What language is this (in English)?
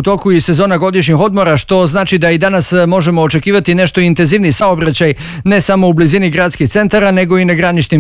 Bosnian